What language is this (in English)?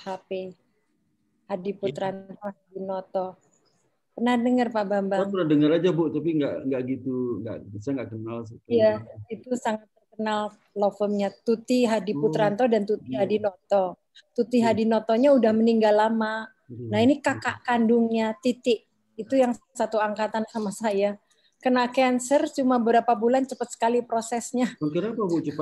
Indonesian